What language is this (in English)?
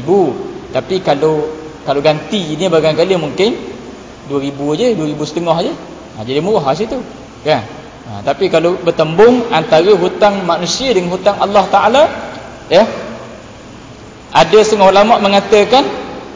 Malay